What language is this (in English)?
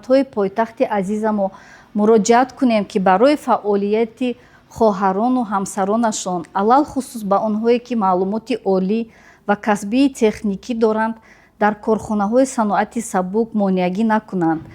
Tajik